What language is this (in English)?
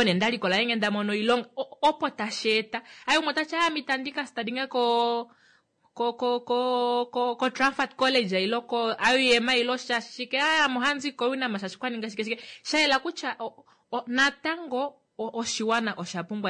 Kuanyama